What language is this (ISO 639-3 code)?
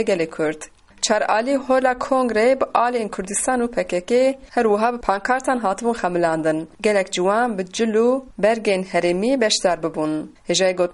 kur